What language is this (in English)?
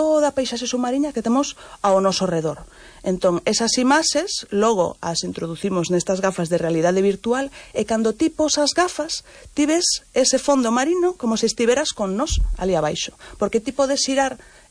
Galician